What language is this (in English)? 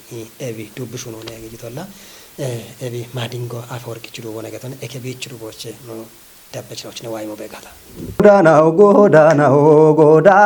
Kafa